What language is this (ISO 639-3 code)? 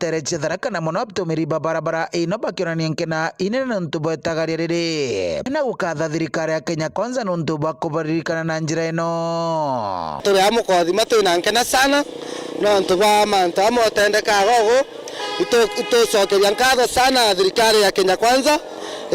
mer